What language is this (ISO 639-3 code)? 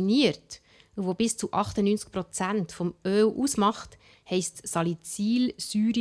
gsw